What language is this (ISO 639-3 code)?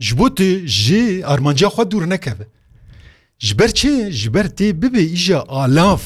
kur